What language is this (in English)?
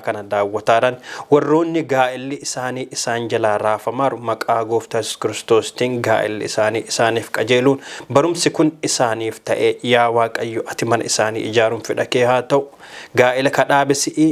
Oromo